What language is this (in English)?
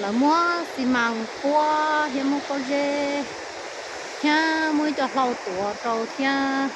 Hmong